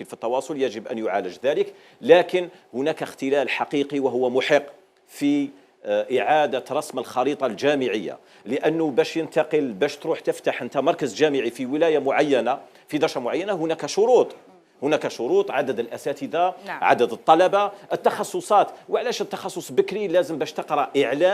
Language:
Algerian Arabic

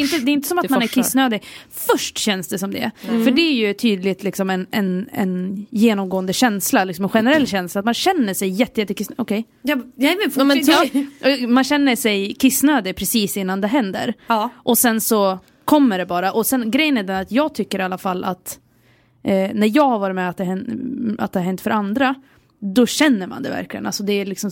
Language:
Swedish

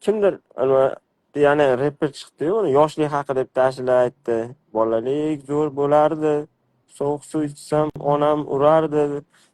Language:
Uzbek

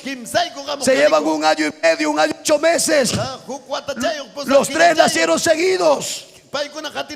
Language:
Ayacucho Quechua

